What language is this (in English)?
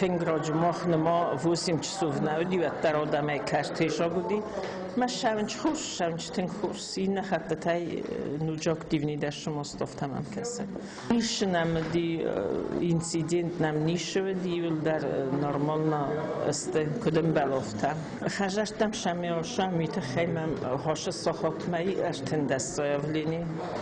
Ossetic